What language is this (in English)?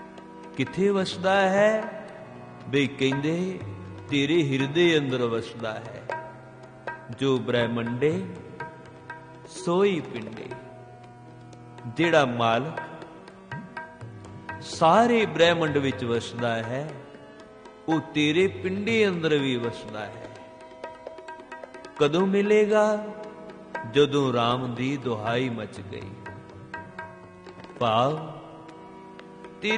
Punjabi